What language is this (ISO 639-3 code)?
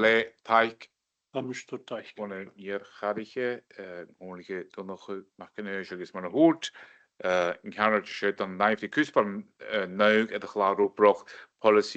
gla